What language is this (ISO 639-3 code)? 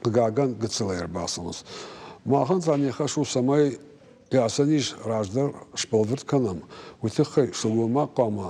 oss